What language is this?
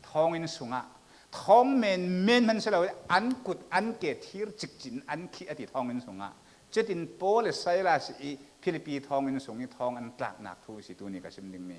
Falam Chin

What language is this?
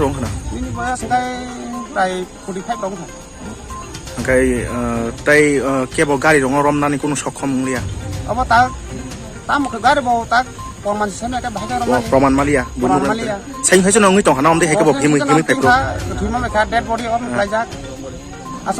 Kok Borok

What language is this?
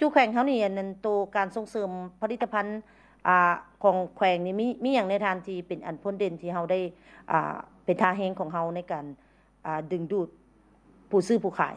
Lao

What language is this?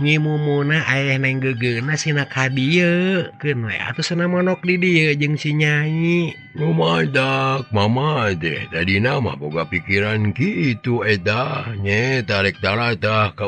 Sundanese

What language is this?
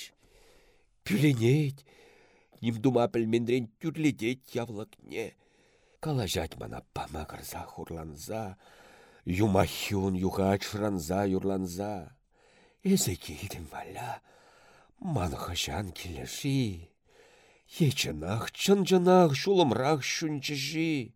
Chuvash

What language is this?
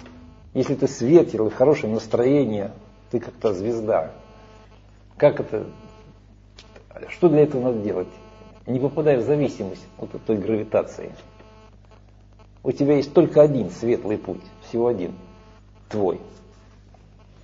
Russian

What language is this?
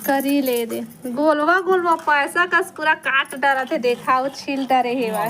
Chhattisgarhi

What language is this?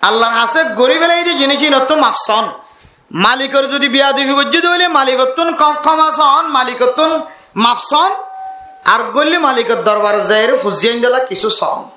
Rohingya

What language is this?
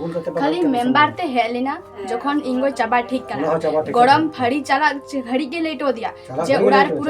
Santali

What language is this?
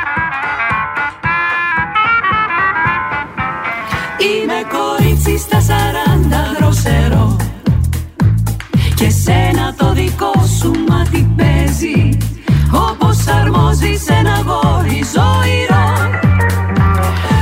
Greek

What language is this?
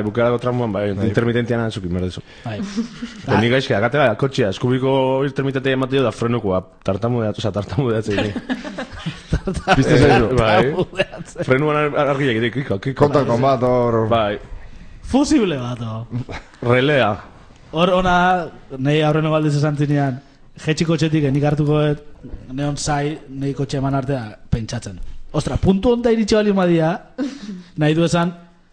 Basque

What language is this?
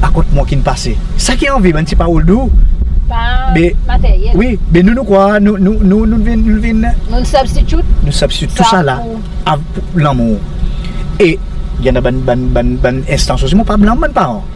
Seselwa Creole French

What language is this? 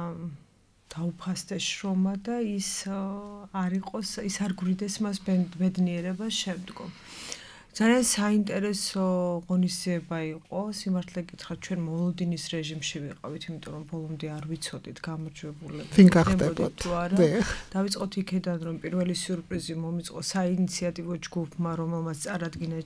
Georgian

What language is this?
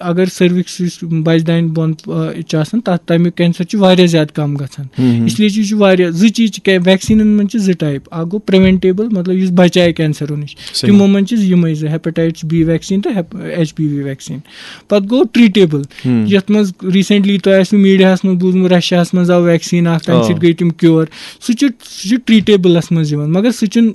Kashmiri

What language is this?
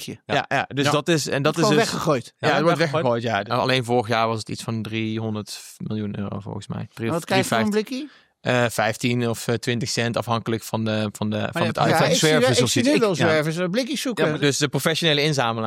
Dutch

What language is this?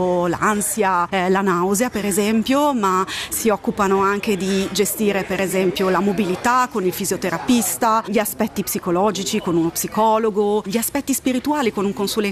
Italian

